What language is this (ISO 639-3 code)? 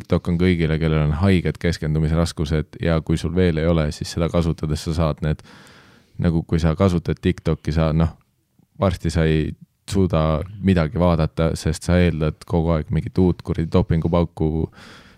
est